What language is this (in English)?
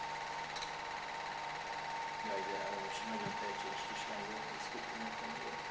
Hungarian